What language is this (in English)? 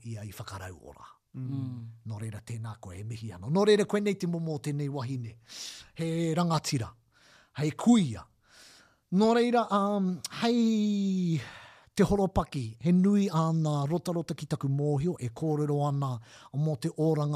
Māori